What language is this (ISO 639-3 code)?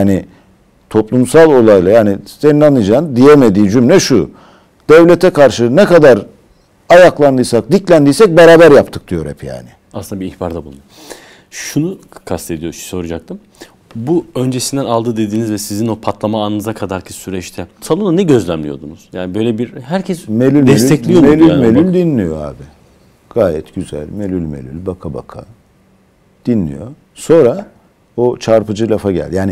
tur